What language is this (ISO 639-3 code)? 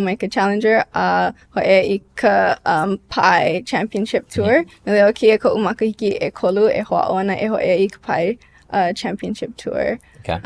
haw